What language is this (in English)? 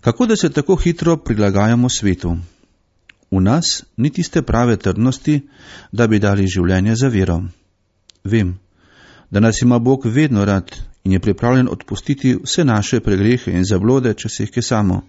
Slovenian